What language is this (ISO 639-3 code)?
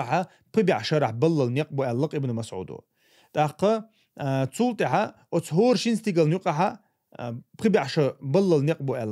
che